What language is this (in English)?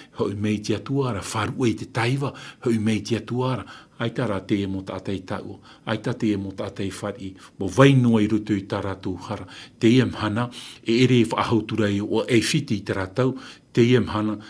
Tahitian